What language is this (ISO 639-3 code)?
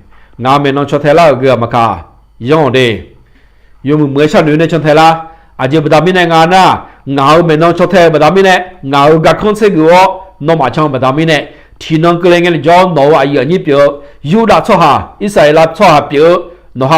ahk